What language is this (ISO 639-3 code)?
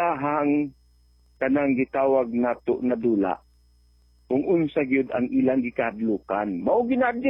ceb